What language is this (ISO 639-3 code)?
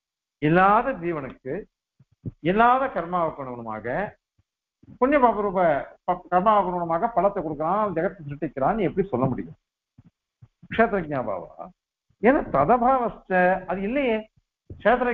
tam